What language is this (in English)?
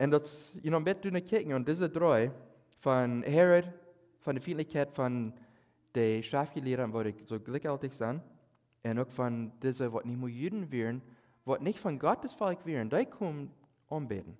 Plautdietsch